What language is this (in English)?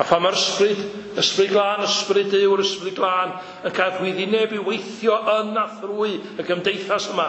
Welsh